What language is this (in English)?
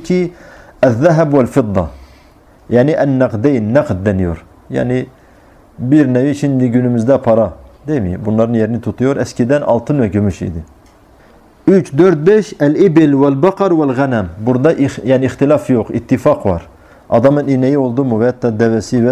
Turkish